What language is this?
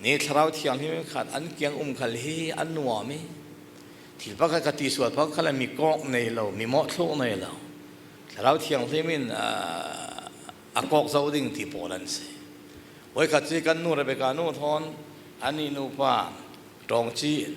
Falam Chin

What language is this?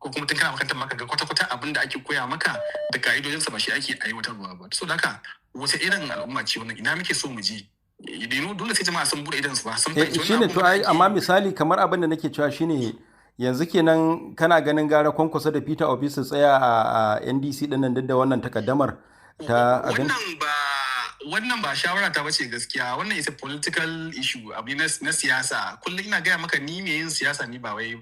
Hausa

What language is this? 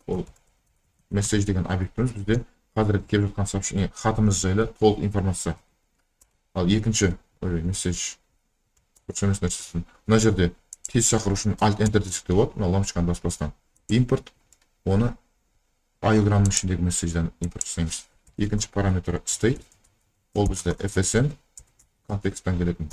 Kazakh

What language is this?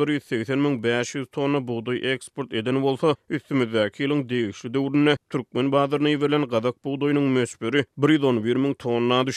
Turkmen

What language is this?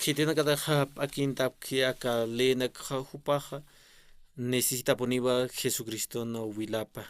Aymara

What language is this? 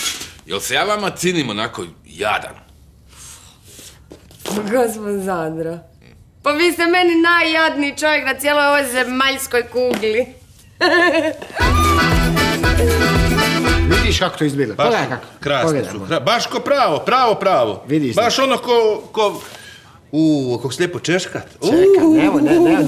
Croatian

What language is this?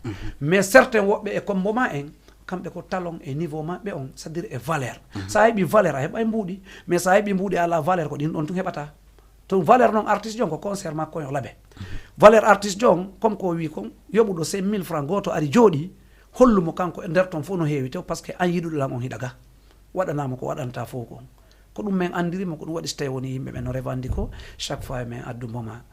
Fula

